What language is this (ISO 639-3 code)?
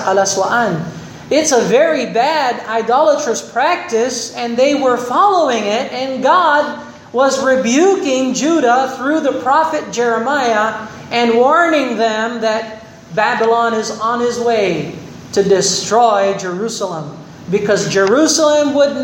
fil